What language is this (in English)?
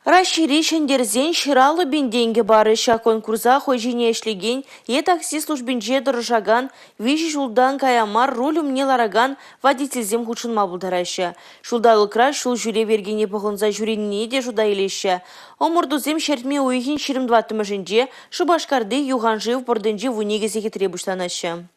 Chuvash